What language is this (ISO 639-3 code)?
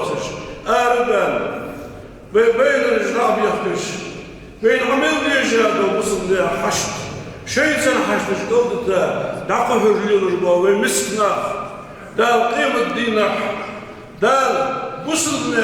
inh